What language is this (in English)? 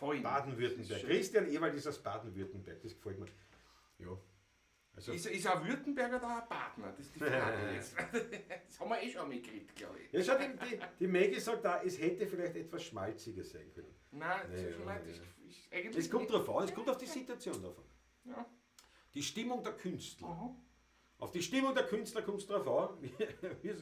Bavarian